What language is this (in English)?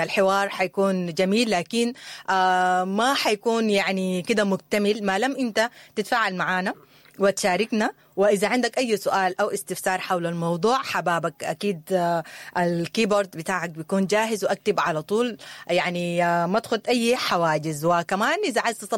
Sudanese Arabic